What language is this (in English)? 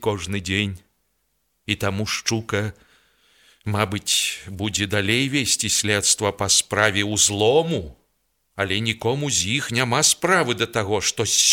Belarusian